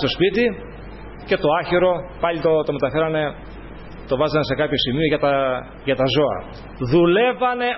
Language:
Greek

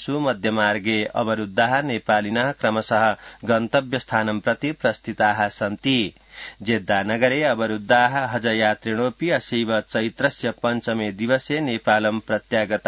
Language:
Sanskrit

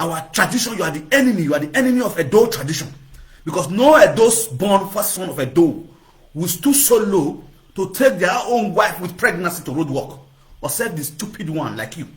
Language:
Nigerian Pidgin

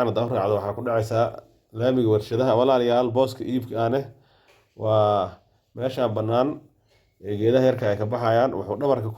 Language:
Somali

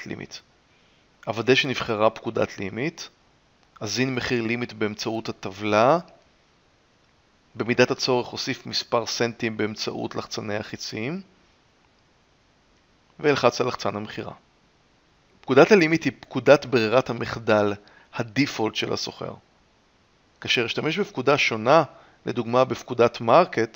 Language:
Hebrew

